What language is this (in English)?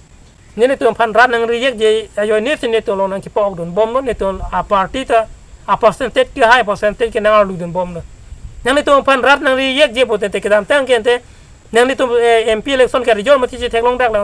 Karbi